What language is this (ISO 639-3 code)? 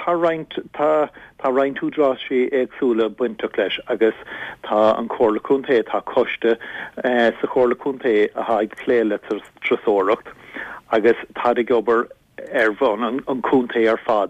gle